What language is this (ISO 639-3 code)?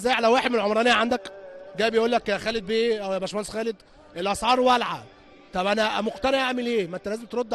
arz